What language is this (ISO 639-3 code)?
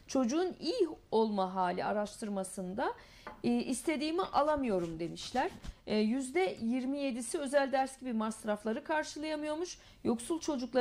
tur